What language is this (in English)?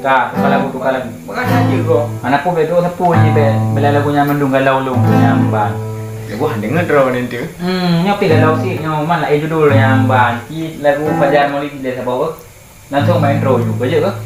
Achinese